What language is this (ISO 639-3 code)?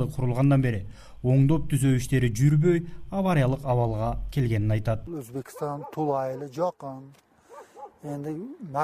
kir